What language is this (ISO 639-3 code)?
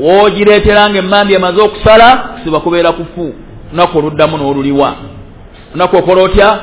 lug